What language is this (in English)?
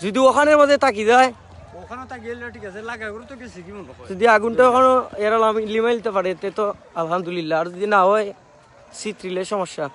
Sylheti